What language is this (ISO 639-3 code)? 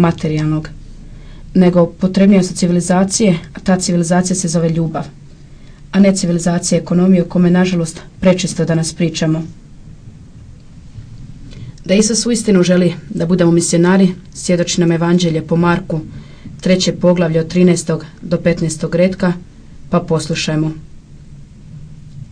hrv